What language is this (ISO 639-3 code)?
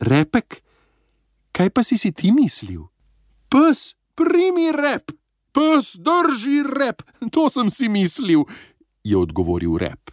slv